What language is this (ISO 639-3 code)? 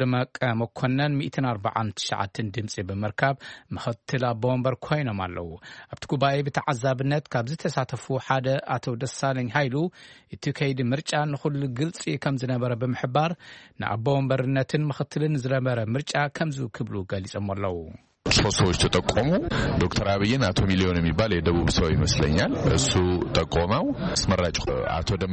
tir